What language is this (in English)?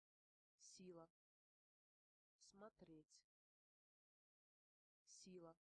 Russian